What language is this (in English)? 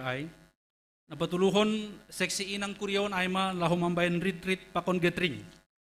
Batak Simalungun